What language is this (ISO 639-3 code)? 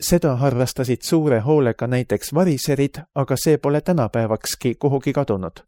est